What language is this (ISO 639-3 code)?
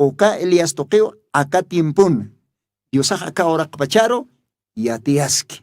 aym